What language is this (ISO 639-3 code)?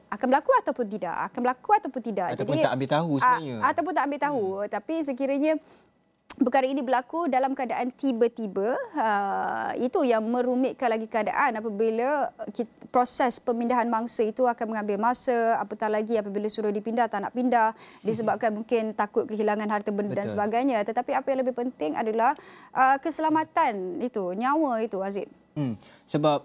msa